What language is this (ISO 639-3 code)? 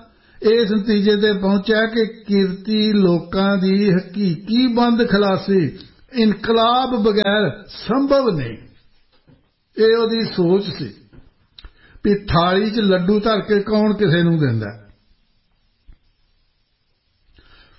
pan